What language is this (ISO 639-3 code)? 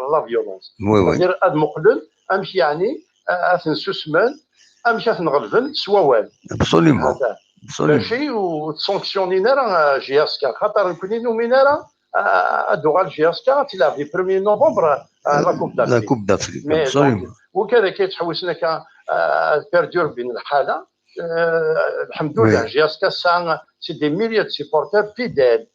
kab